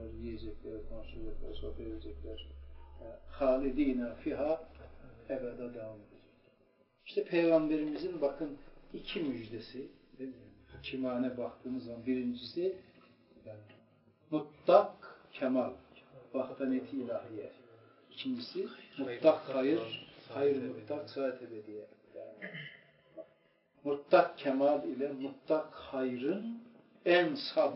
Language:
Turkish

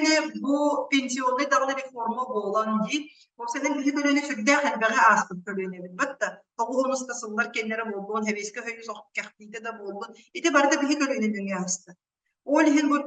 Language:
Yakut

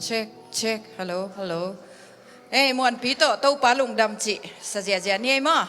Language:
Tedim Chin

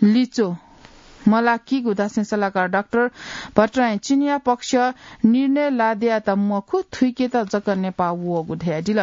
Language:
Newari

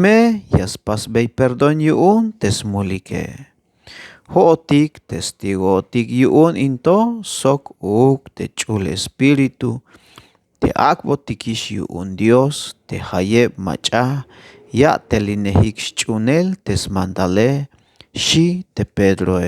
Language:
Tzeltal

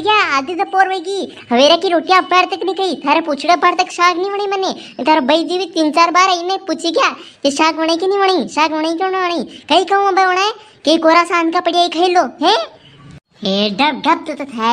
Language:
Rajasthani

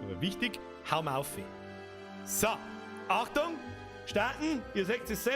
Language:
Bavarian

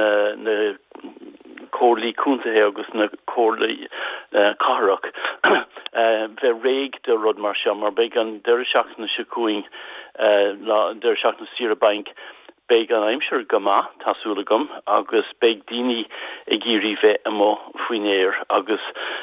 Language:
Irish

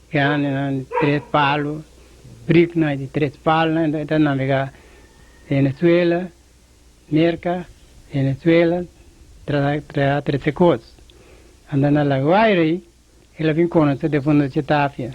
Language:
Papiamento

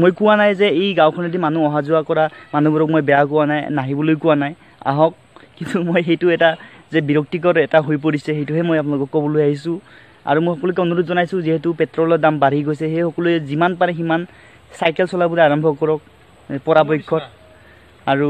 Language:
Assamese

